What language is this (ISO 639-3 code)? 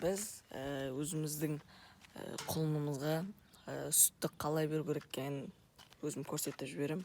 kaz